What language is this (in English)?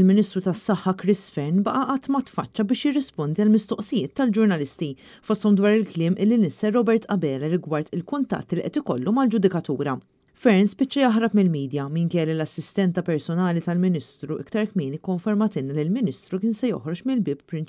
Maltese